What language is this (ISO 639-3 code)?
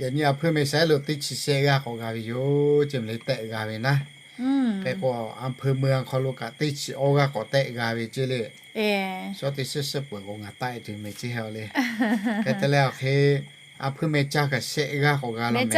lhu